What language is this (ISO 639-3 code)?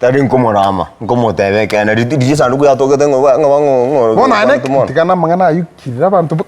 guz